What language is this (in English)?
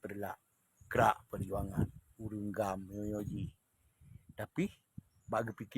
Achinese